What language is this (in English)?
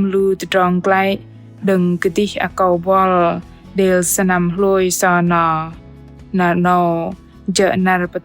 Bahnar